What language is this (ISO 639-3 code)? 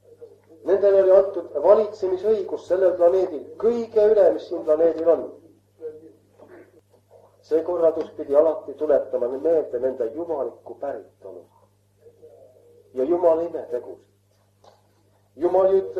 est